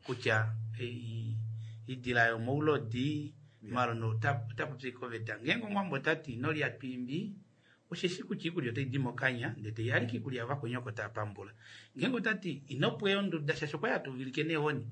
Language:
Kuanyama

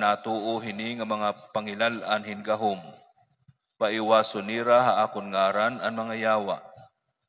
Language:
Waray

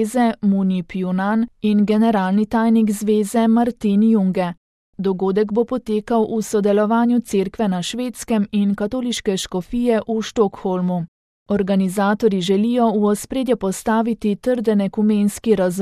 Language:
Slovenian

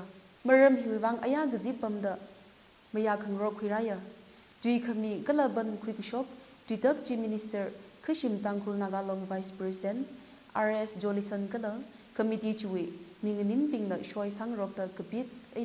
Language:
Tangkhul Naga (India)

